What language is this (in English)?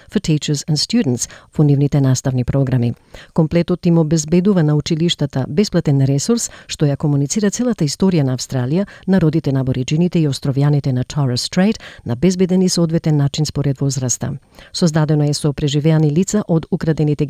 Macedonian